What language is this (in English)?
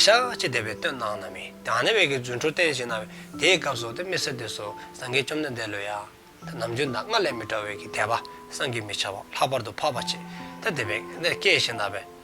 Dzongkha